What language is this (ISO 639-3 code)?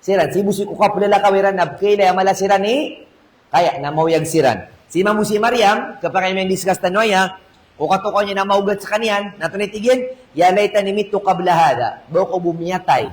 mrw